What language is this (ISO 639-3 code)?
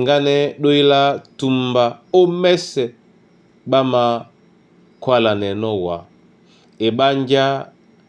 dua